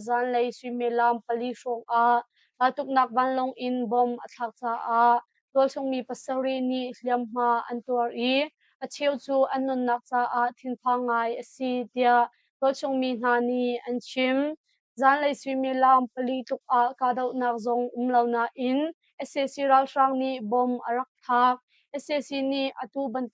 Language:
Hakha Chin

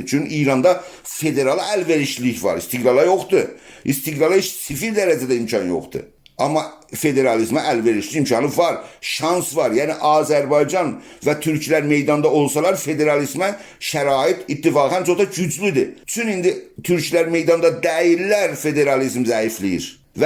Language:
South Azerbaijani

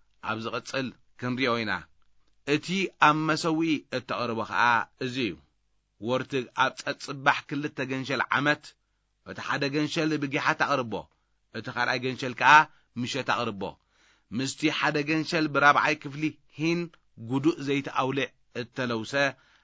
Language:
Tigrinya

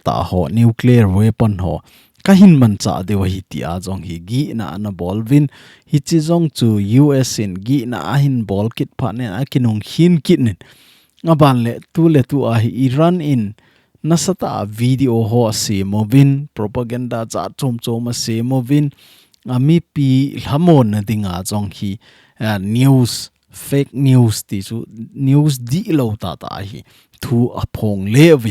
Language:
Thado Chin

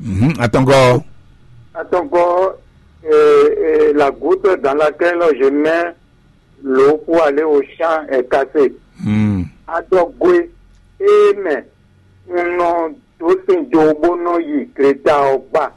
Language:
Fon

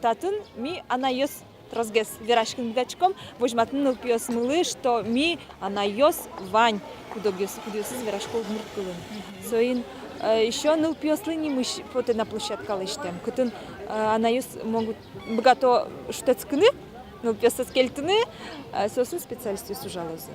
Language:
Udmurt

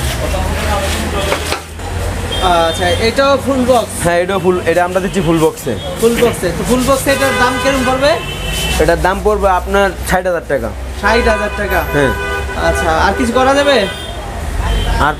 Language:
Bangla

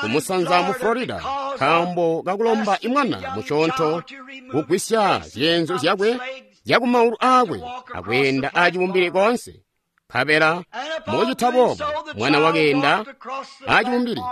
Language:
Tonga (Zambia)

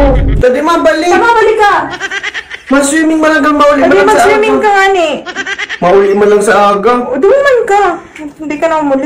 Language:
Bikol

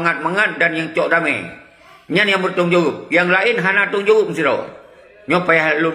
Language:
Achinese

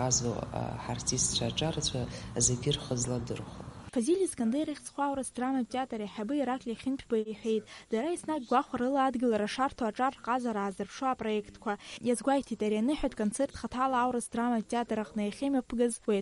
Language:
Abkhazian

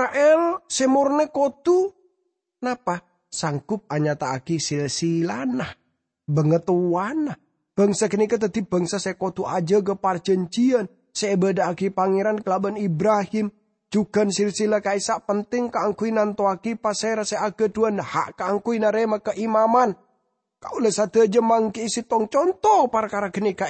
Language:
Madurese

